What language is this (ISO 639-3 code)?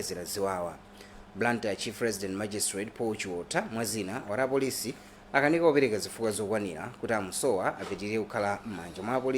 nya